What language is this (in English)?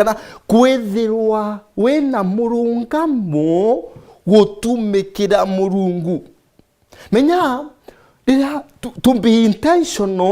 Meru